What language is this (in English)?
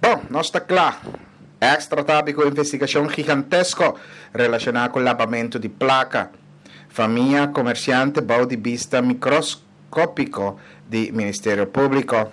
Papiamento